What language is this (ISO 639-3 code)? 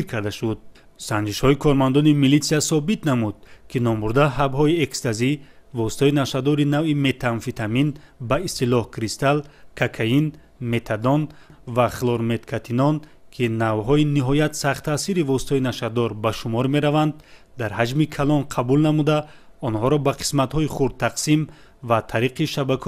tgk